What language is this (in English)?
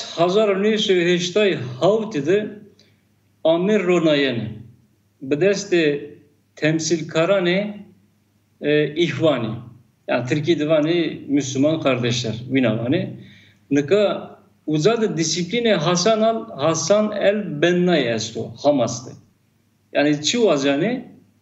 Zaza